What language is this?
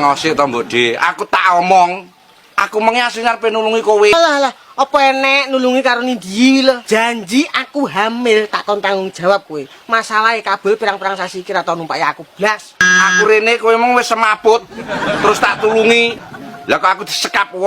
Javanese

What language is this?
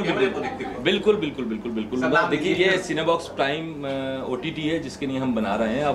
Hindi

